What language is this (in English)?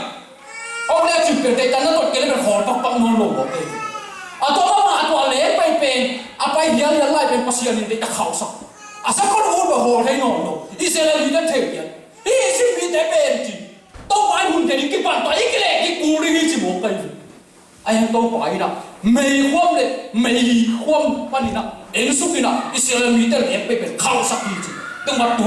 Tedim Chin